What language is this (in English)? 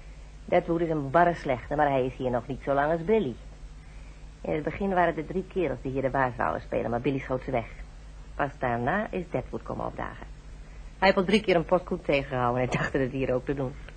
Dutch